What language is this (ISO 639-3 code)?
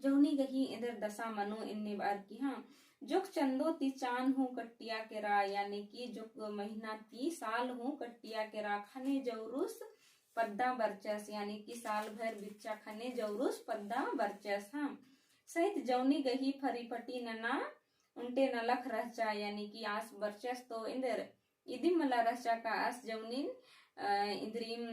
kru